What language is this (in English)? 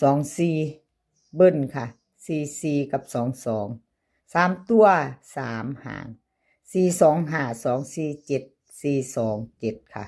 Northeastern Thai